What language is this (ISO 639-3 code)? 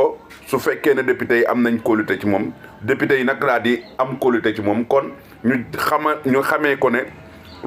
wol